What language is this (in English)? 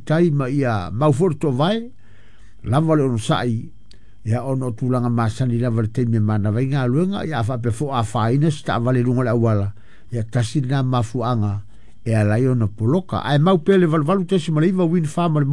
Samoan